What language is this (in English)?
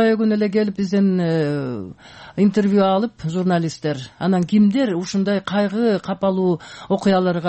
Kyrgyz